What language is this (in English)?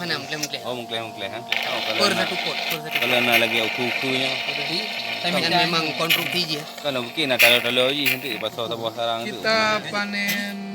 Achinese